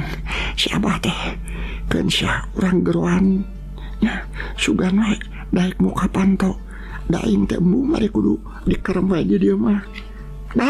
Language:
Sundanese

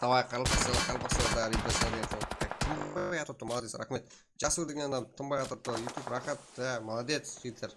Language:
Kara-Kalpak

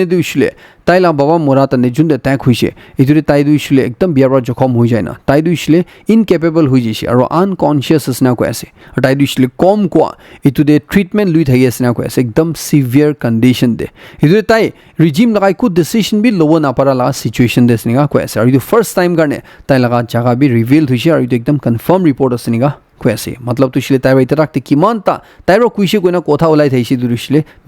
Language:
Naga Pidgin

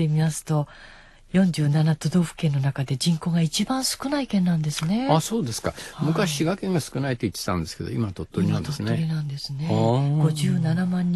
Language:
Japanese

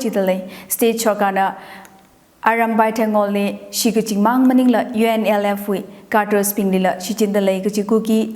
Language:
Tangkhul Naga (India)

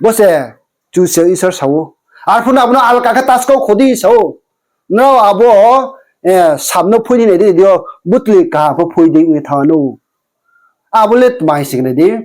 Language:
Riang (India)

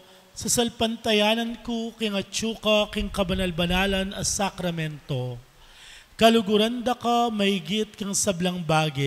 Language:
Pampanga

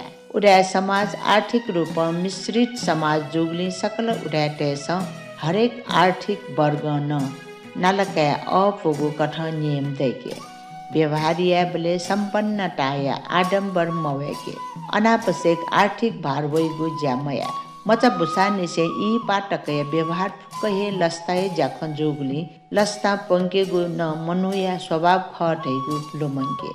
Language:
Newari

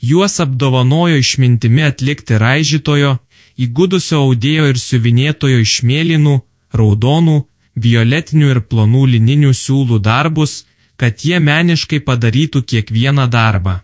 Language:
Lithuanian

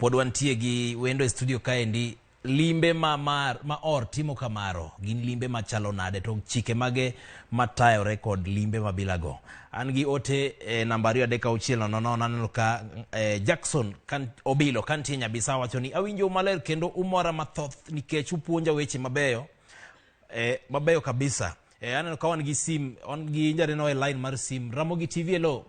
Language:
Luo (Kenya and Tanzania)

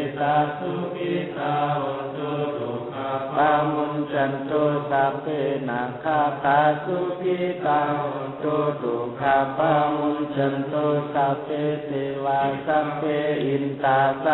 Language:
Pali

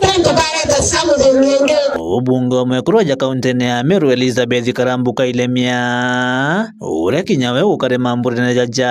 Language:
Meru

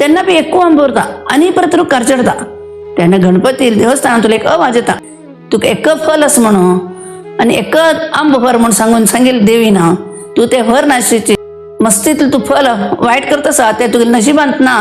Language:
Konkani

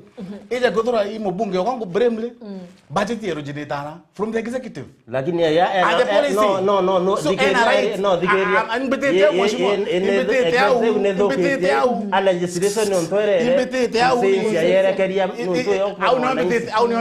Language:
Meru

